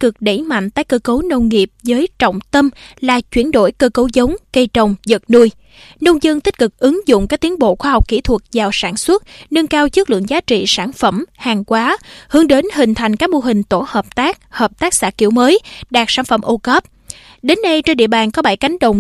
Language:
Vietnamese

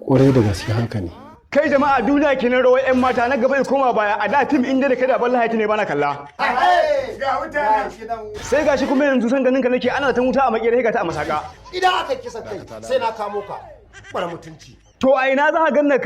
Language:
Hausa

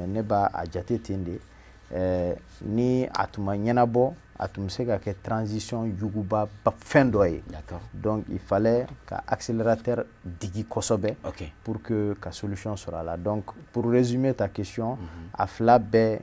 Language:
Bambara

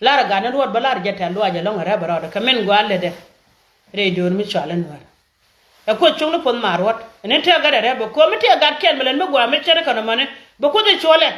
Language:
Nuer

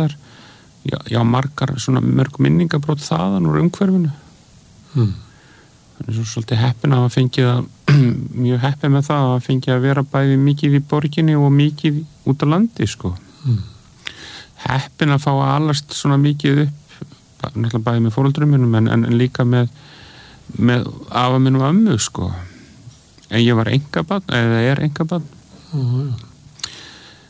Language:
Icelandic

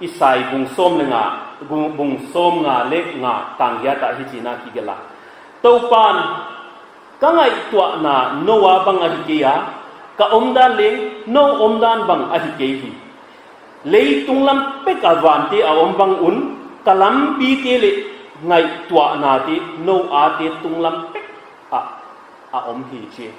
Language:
Paite Chin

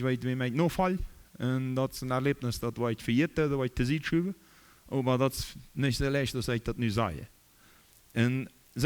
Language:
Plautdietsch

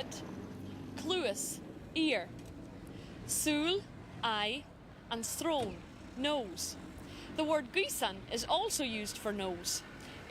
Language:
Irish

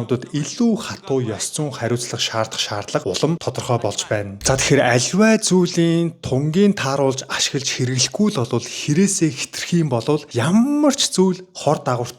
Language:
Mongolian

